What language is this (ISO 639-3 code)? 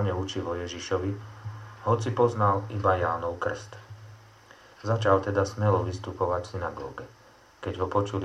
slk